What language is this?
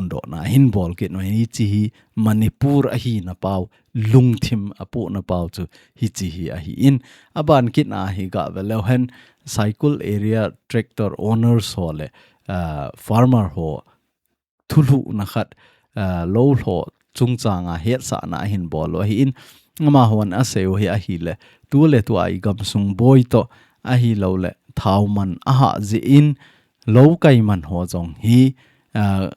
Thado Chin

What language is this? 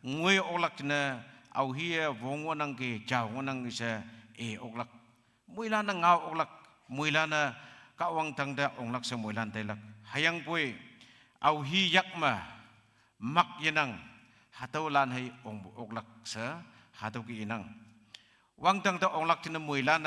Konyak Naga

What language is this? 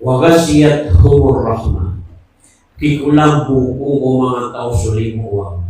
Maranao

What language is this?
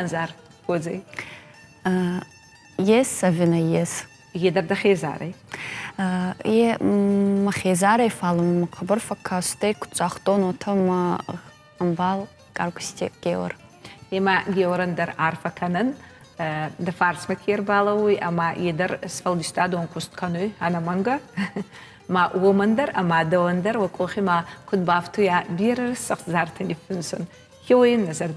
Ossetic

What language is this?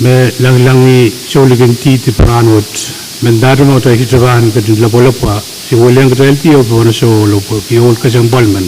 Pohnpeian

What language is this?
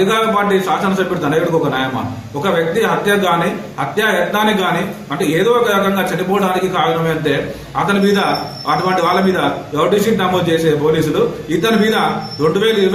Telugu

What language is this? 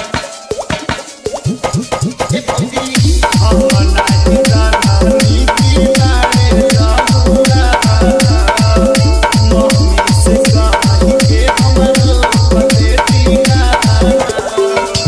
Bhojpuri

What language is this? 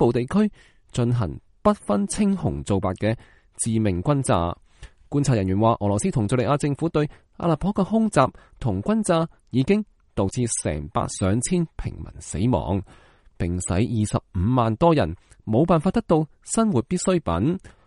Cantonese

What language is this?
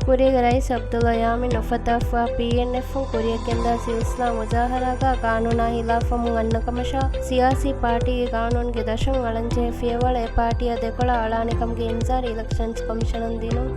Divehi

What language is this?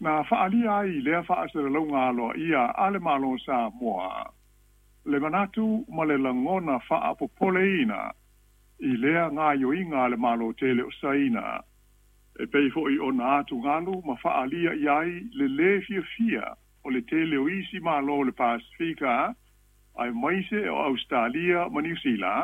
Samoan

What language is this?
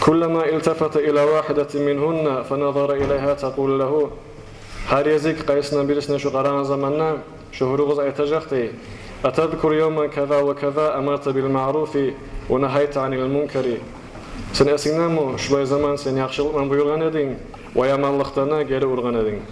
Kumyk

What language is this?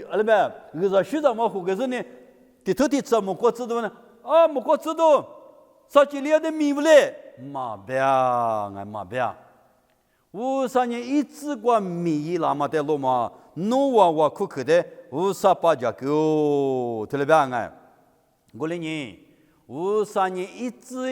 Lisu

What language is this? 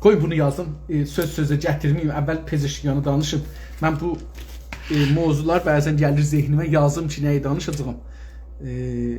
South Azerbaijani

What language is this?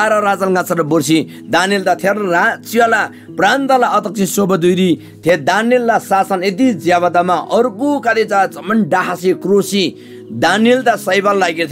Eastern Tamang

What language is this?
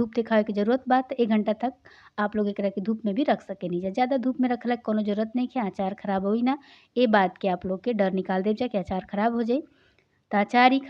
Bhojpuri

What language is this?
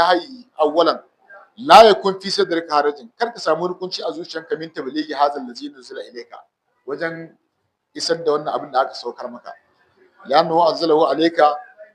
Hausa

